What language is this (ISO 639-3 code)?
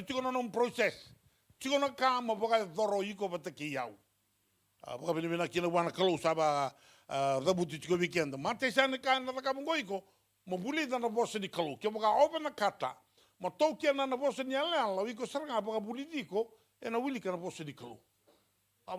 fij